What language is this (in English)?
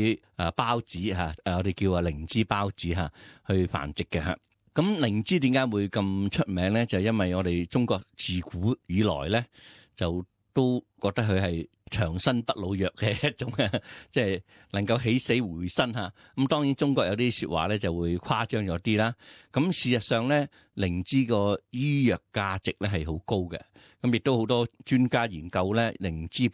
Cantonese